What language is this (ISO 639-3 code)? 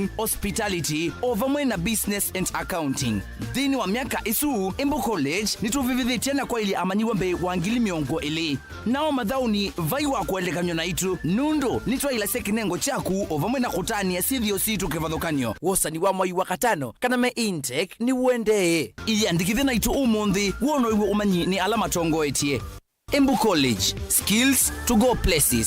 kam